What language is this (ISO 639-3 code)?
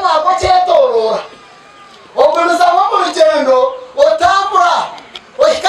nyn